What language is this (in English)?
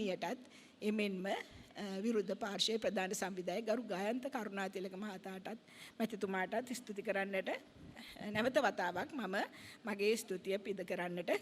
Sinhala